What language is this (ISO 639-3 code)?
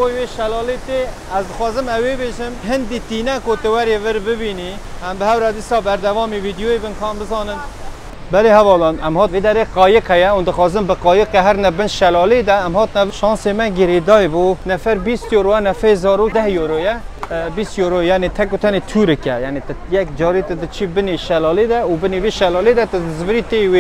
kur